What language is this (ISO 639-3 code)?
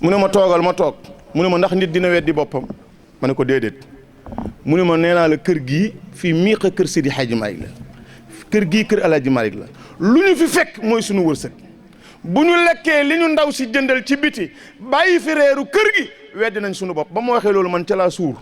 wol